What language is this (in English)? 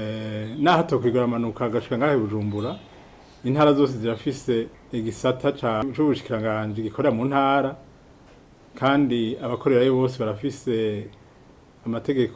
Rundi